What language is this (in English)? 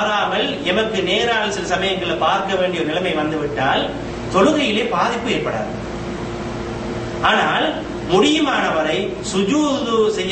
Tamil